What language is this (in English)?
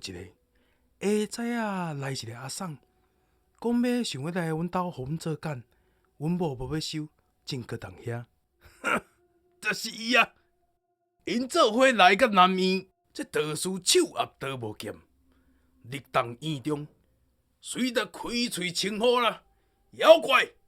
Min Nan Chinese